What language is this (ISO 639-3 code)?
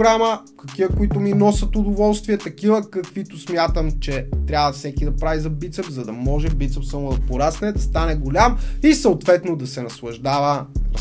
bul